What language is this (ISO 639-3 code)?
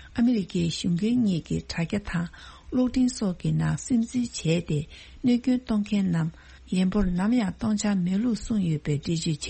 bod